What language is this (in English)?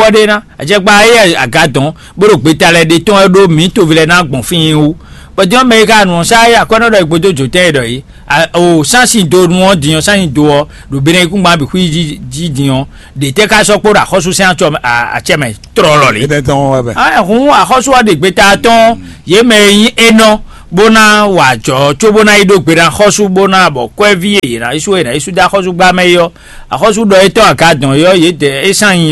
Fon